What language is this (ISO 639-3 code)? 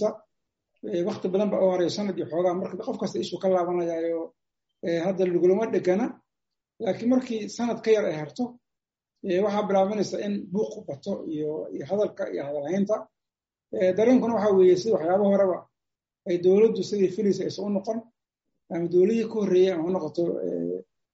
som